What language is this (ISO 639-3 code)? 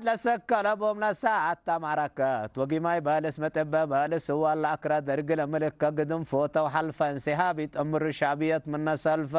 tig